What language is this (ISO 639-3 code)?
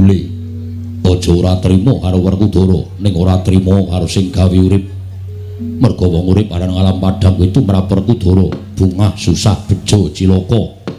jav